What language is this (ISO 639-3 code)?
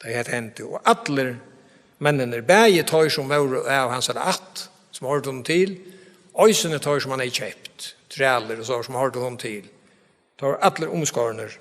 fao